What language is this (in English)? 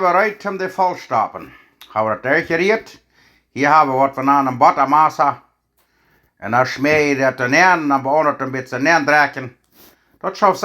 Plautdietsch